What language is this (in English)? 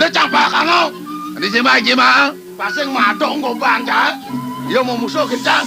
Balinese